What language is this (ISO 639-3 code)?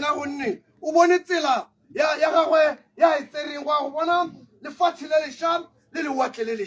tsn